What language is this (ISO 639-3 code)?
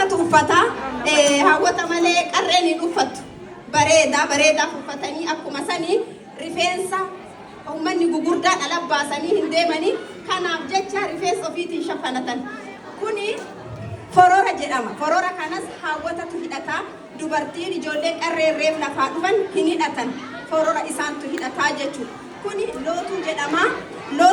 orm